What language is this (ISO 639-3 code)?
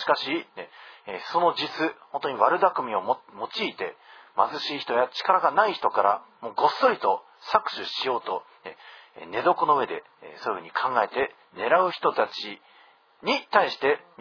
jpn